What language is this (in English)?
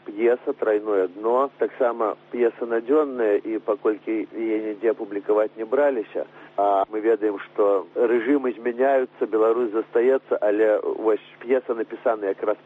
Belarusian